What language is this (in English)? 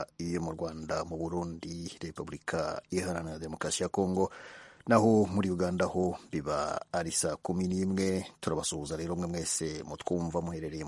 Kinyarwanda